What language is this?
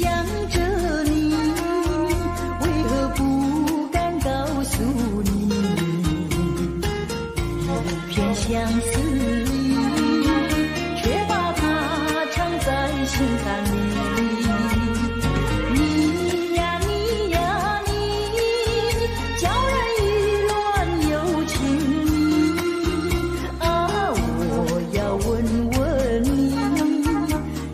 Chinese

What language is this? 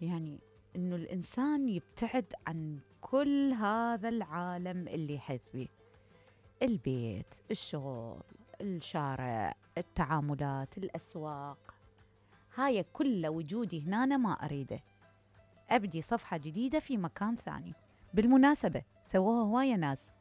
Mesopotamian Arabic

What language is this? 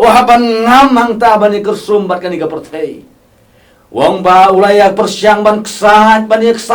Khasi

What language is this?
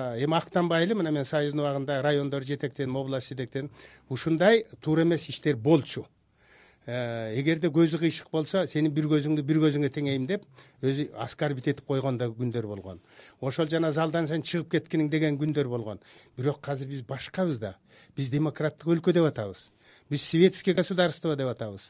Kyrgyz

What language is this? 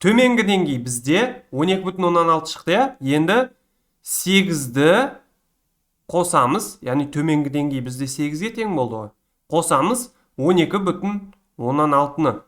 Kazakh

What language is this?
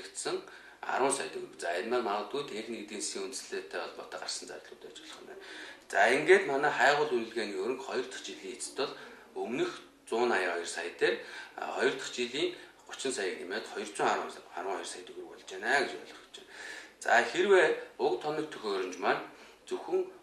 Mongolian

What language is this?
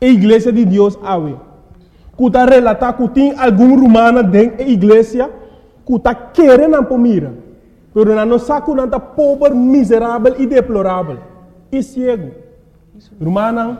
Papiamento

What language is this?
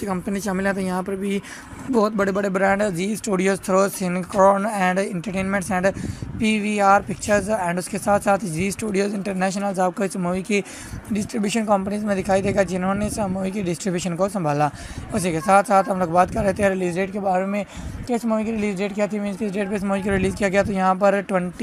Hindi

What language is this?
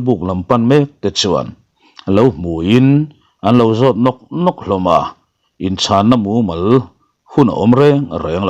Mizo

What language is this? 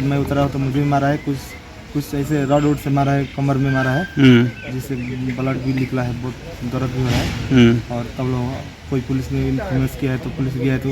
Karbi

